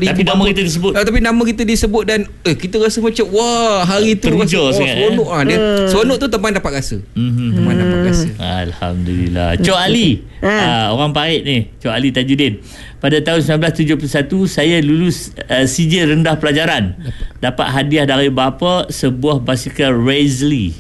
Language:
Malay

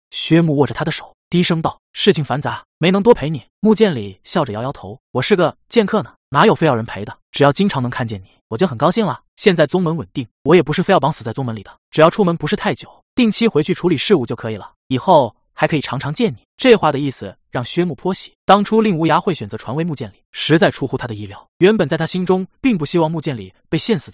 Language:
Chinese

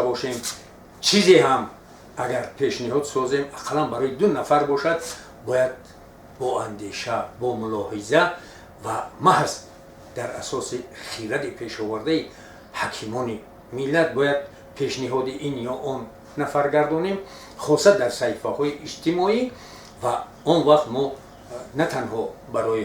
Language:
Tajik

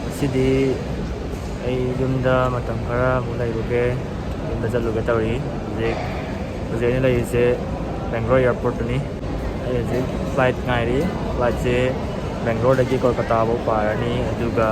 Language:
Manipuri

